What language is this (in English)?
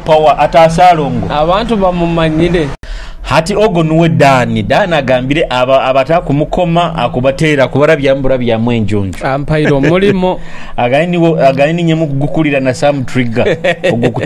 Nyoro